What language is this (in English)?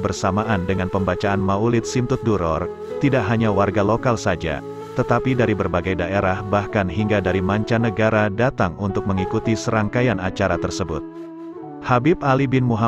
Indonesian